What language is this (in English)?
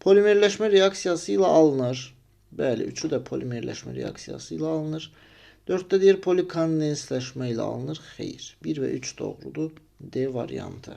Azerbaijani